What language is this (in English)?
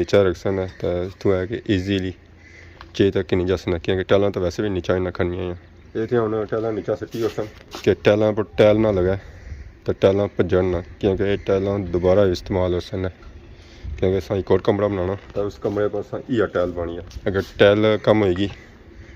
Pahari-Potwari